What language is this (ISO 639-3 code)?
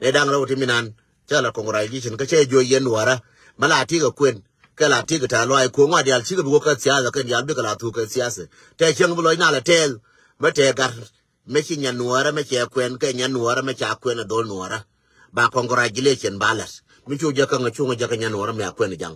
nus